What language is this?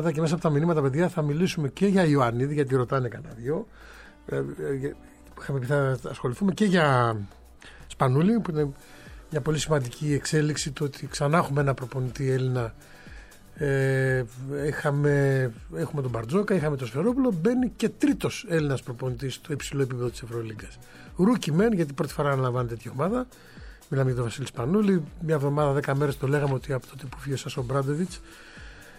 Greek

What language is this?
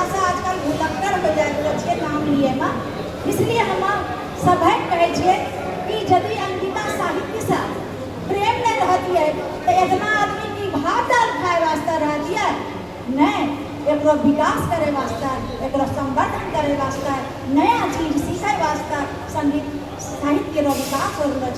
Angika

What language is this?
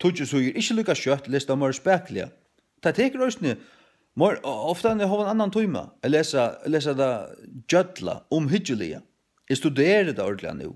Faroese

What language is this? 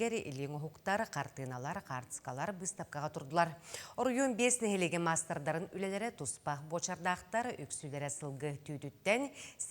Yakut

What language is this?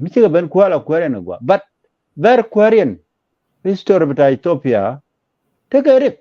Nuer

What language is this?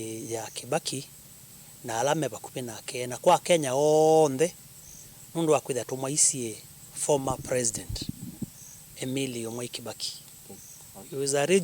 Kamba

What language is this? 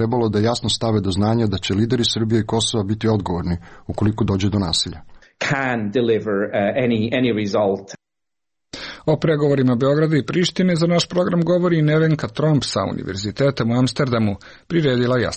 Serbian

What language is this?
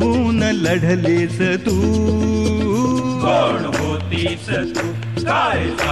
Marathi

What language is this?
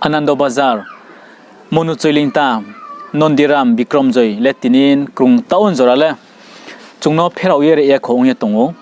Riang (India)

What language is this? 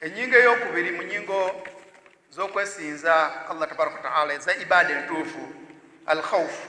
Ganda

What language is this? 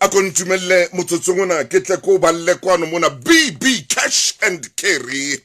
Southern Sotho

